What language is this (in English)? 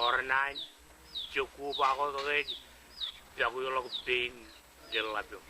Marshallese